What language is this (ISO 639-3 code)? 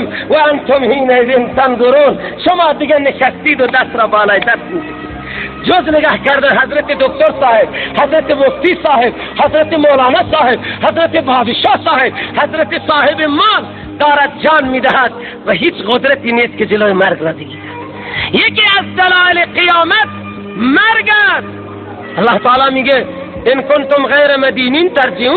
fas